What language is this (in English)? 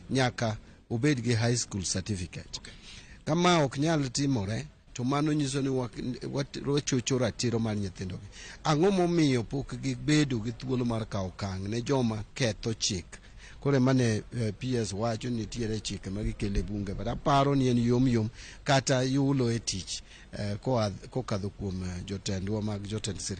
Luo (Kenya and Tanzania)